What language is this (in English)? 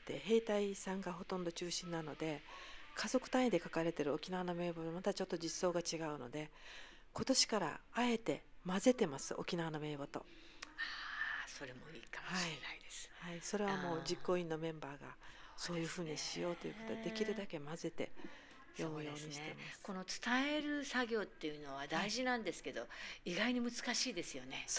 Japanese